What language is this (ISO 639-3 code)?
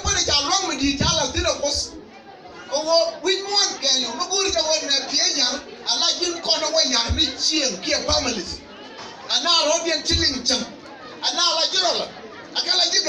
nus